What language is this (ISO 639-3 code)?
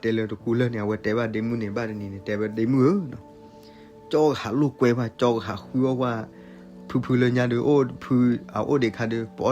ksw